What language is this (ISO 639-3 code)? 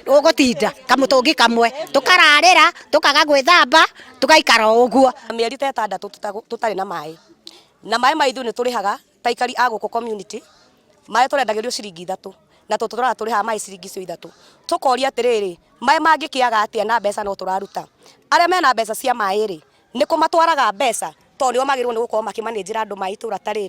kik